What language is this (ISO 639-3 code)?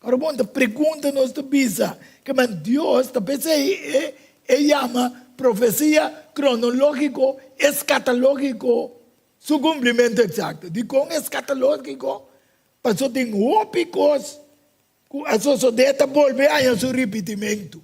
pap